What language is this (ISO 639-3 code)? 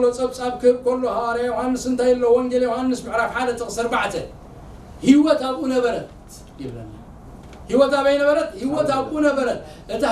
tir